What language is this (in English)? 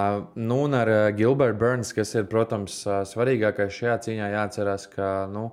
Latvian